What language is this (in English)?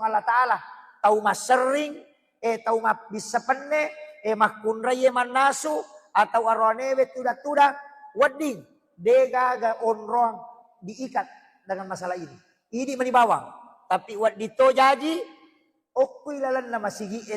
Buginese